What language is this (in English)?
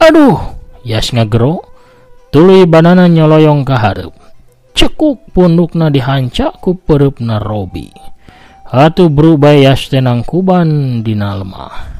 Sundanese